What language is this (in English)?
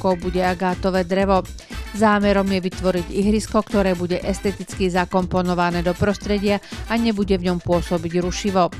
Slovak